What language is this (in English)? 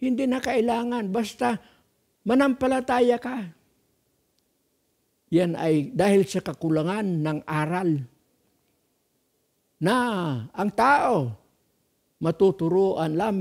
Filipino